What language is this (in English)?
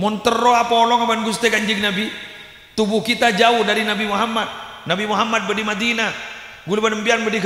Madurese